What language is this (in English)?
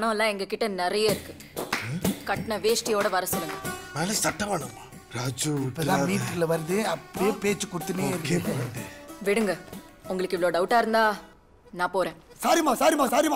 Tamil